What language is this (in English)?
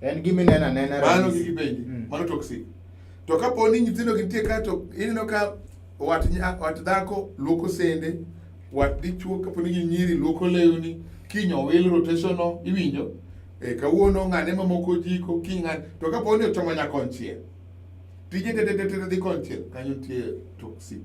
Luo (Kenya and Tanzania)